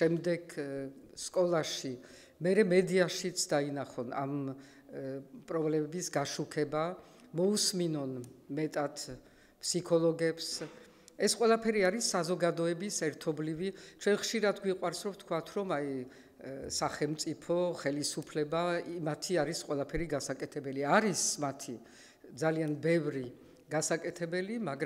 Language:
Georgian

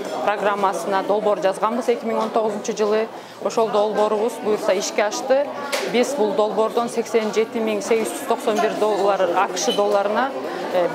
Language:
Kyrgyz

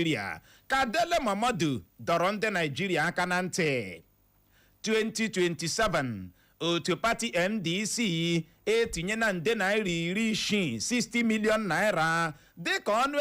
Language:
Igbo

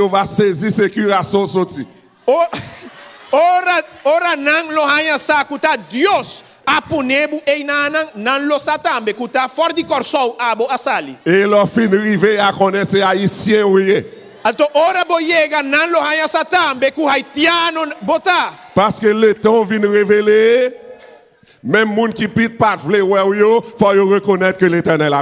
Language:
Papiamento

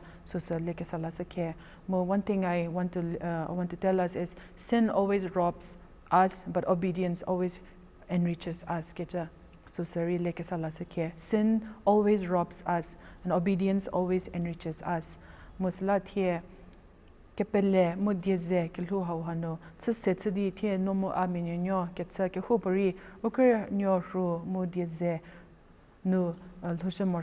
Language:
Angami Naga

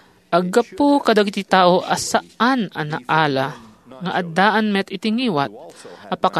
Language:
Iloko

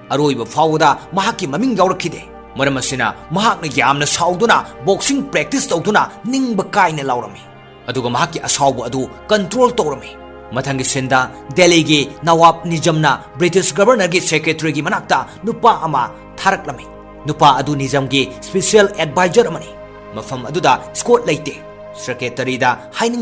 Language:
Manipuri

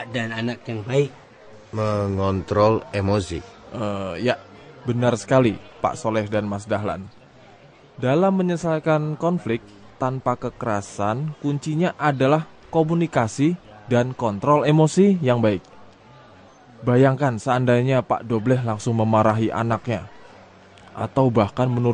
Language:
Indonesian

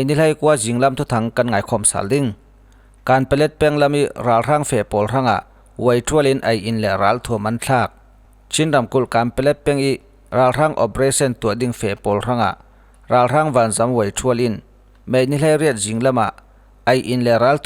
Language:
Falam Chin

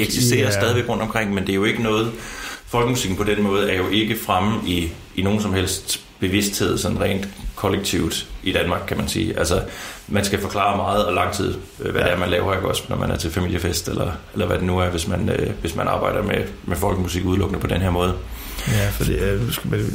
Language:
Danish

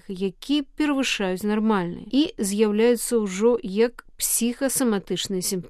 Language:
Belarusian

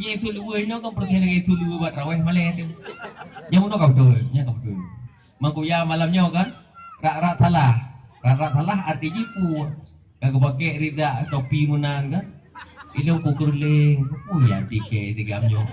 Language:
Achinese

